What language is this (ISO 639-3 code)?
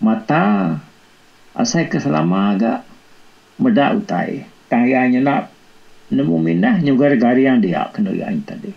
iba